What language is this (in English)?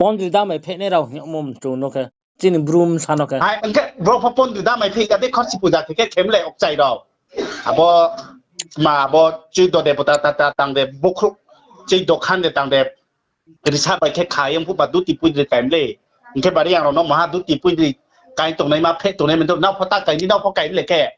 Riang (India)